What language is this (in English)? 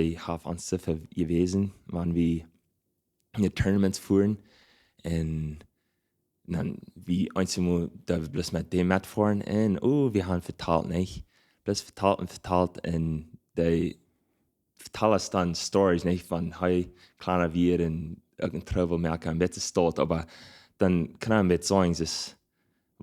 Plautdietsch